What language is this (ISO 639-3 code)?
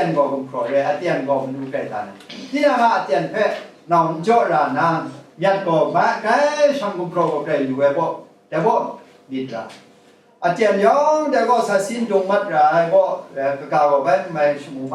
kac